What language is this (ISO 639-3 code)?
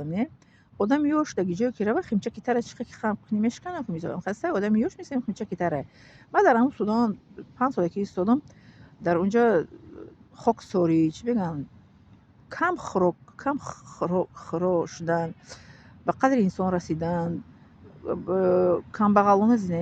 tgk